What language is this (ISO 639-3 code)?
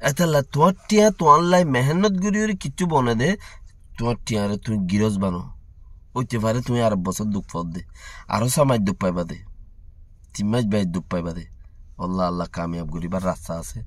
rhg